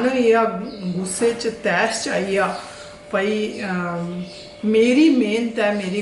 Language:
Dogri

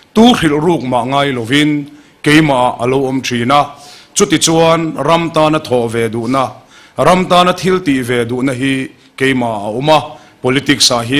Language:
Mizo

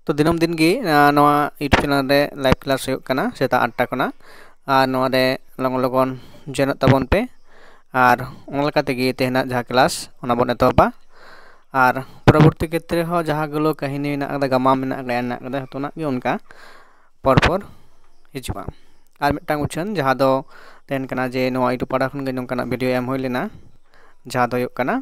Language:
Santali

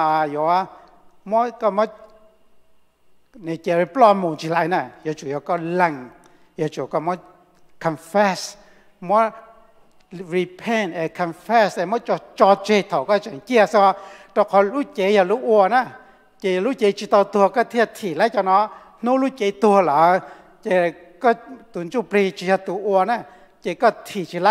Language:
Vietnamese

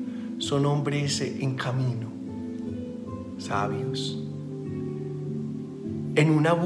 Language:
Spanish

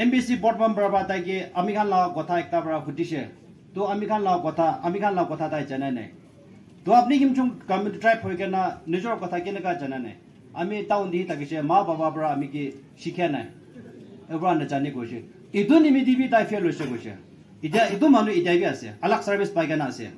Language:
Naga Pidgin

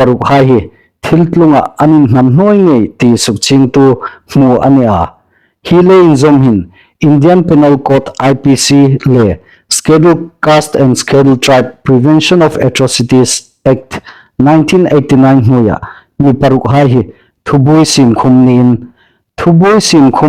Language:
Hmar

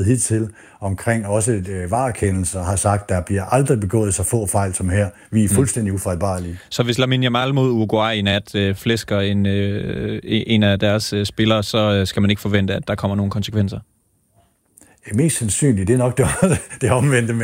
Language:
Danish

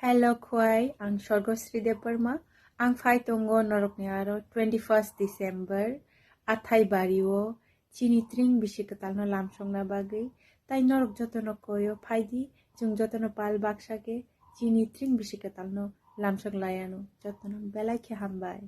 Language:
Kok Borok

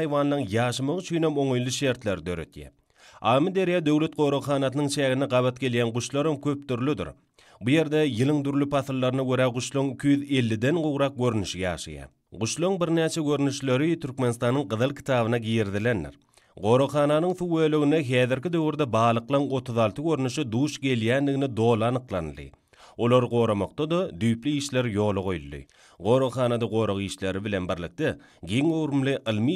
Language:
Turkmen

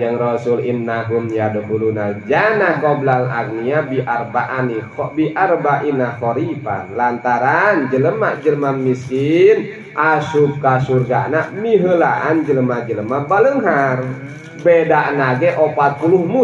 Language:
Sundanese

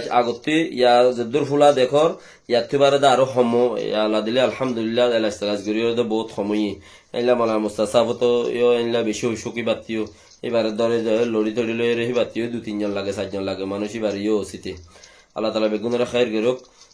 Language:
Rohingya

